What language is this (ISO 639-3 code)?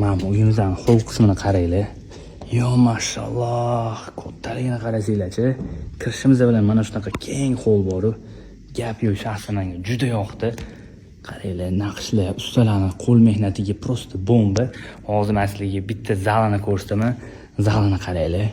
uzb